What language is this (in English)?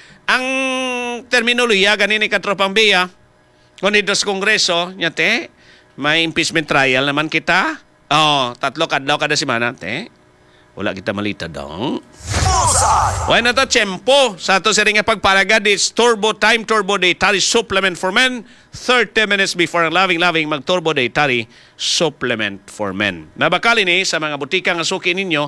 Hiligaynon